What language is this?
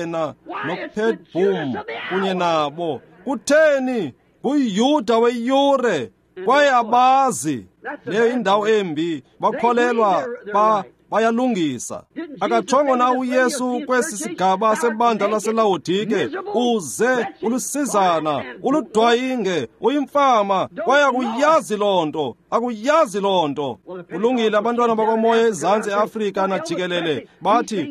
Xhosa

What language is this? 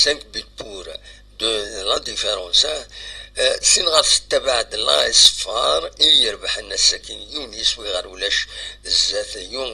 Kabyle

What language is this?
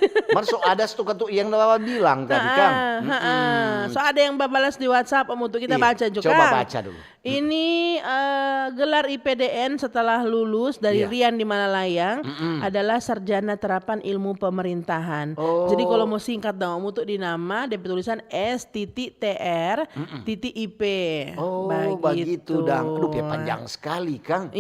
Manado Malay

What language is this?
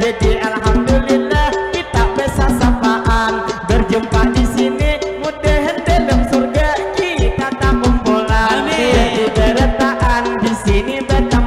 Banjar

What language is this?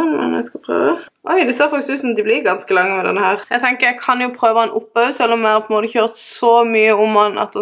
Norwegian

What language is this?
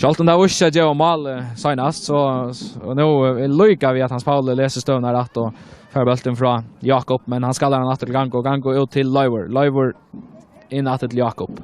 Faroese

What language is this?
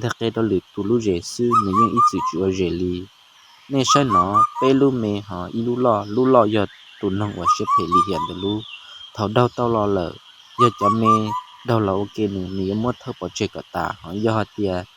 Hmong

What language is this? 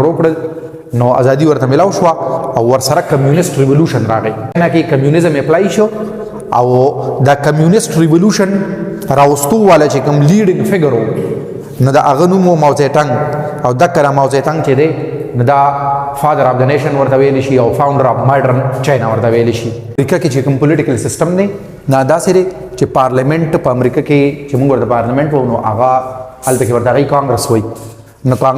Pashto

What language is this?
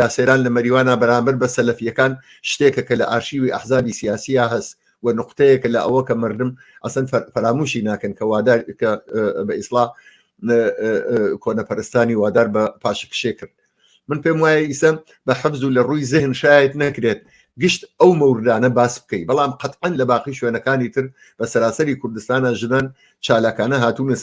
Central Kurdish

